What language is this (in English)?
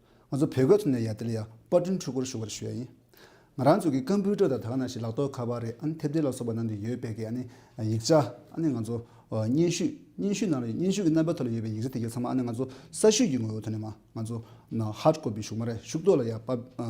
Tibetan